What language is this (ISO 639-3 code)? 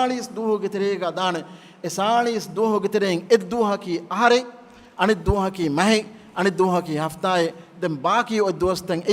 div